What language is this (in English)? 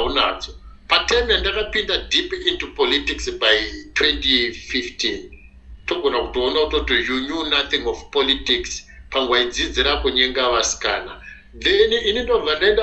Shona